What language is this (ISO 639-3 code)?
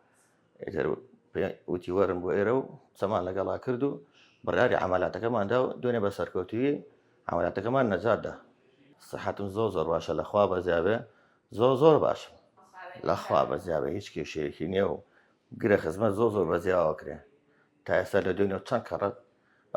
ckb